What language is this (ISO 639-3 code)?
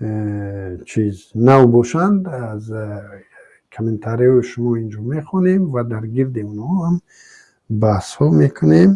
tgk